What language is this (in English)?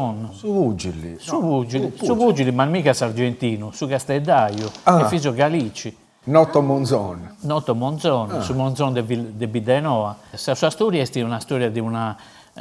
Sardinian